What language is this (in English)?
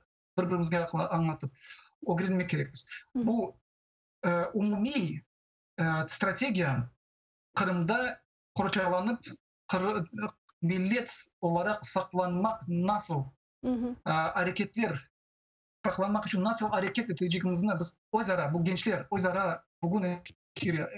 Crimean Tatar